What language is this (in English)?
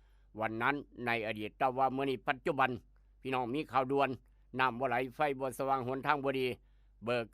Lao